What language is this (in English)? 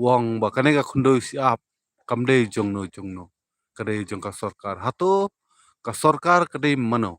Khasi